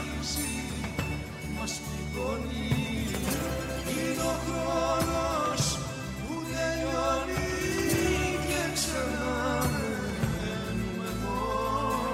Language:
Greek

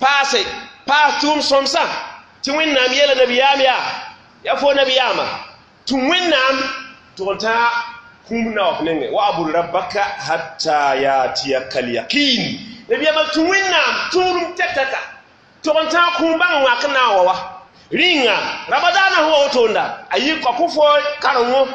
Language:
Mossi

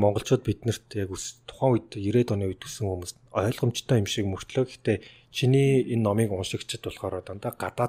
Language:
Mongolian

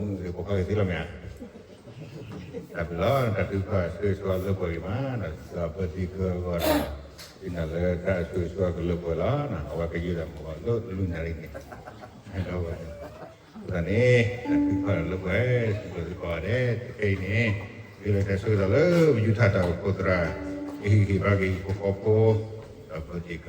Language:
S'gaw Karen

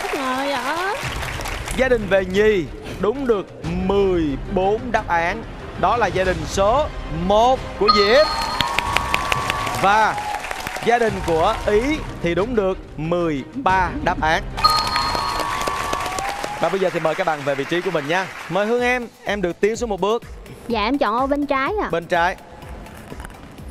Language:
Vietnamese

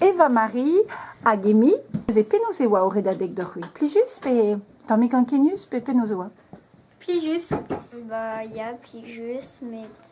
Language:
Breton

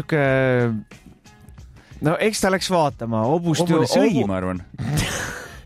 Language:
Estonian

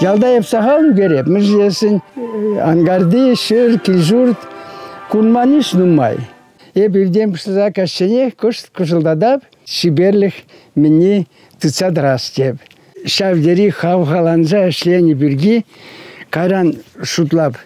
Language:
Chuvash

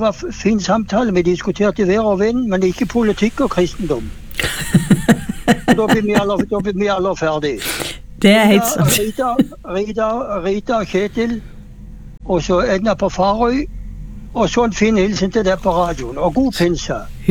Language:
Norwegian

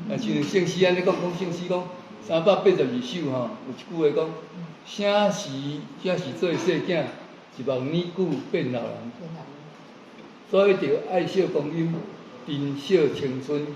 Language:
Min Nan Chinese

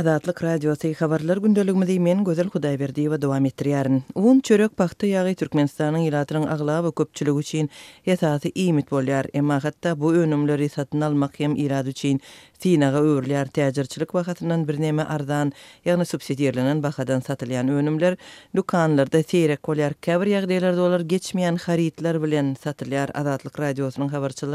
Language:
Turkmen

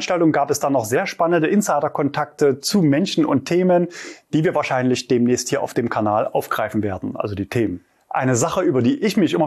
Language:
German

